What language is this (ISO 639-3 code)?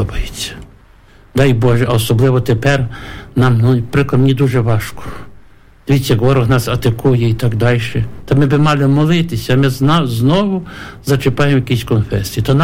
ukr